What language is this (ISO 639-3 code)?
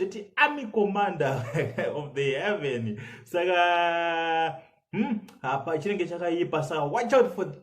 sna